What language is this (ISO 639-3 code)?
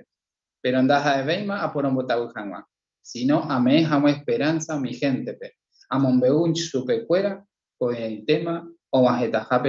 grn